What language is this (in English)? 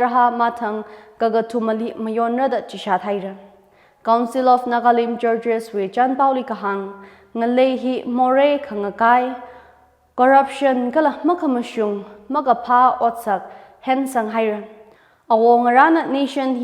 Tangkhul Naga (India)